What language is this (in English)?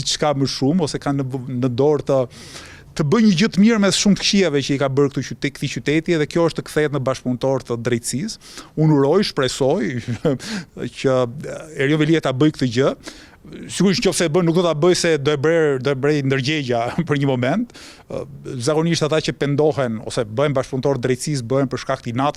Albanian